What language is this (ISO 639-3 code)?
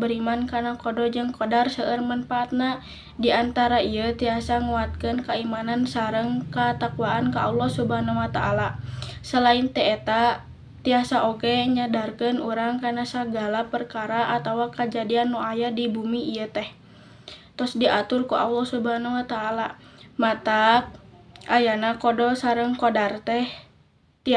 sun